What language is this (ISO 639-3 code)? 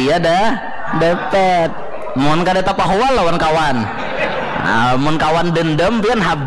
bjn